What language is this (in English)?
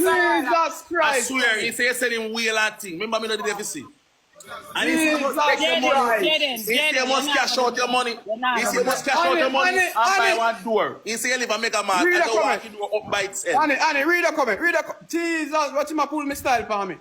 Jamaican Creole English